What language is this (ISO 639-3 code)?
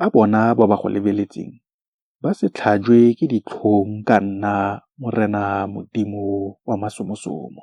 tsn